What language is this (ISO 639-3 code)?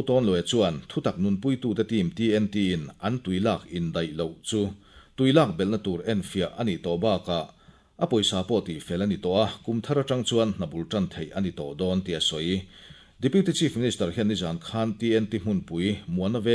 lus